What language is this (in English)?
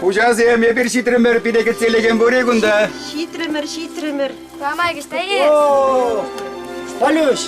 Chuvash